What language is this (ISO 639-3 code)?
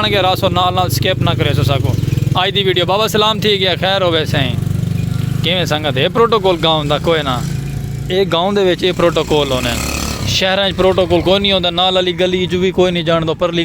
skr